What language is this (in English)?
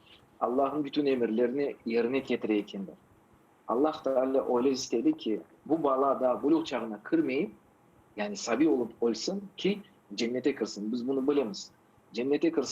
Crimean Tatar